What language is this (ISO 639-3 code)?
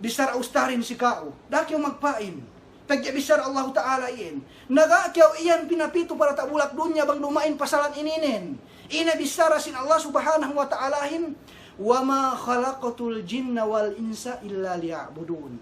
yka